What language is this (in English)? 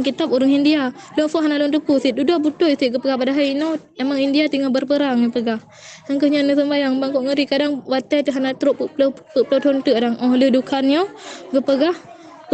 Achinese